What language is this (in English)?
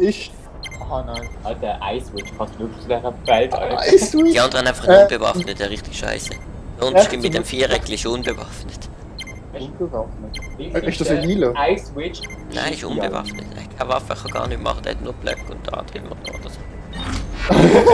Swiss German